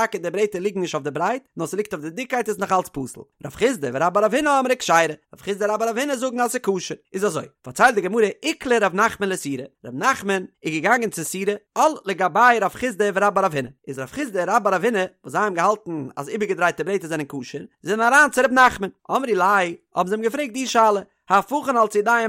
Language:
Yiddish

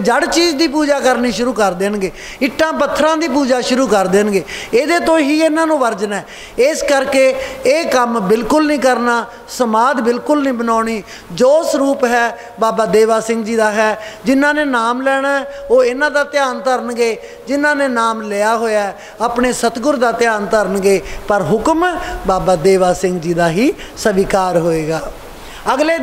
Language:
Punjabi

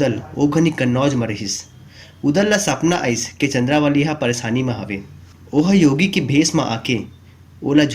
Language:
Chhattisgarhi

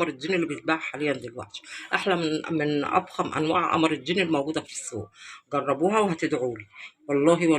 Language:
Egyptian Arabic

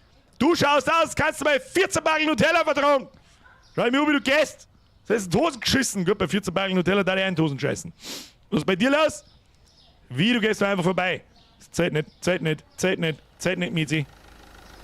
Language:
Bavarian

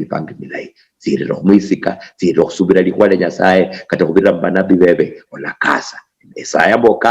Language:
Luyia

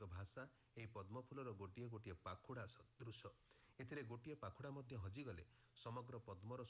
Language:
Odia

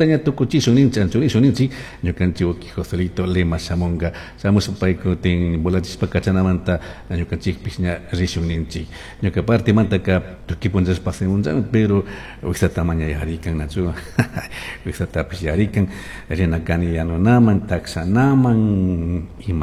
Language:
Chimborazo Highland Quichua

